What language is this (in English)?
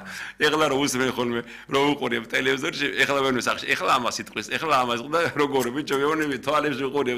Georgian